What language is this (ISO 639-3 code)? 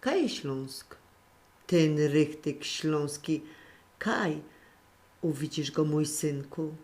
szl